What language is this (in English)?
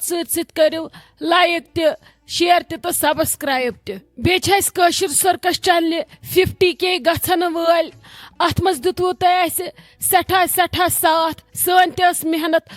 Kashmiri